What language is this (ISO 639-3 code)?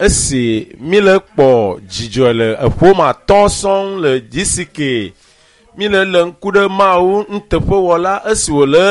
ewe